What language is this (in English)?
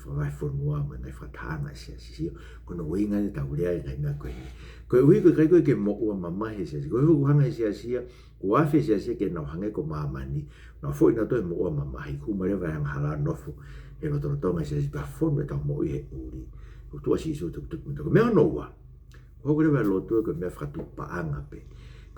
Tongan